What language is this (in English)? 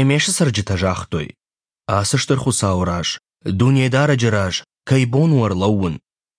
Ossetic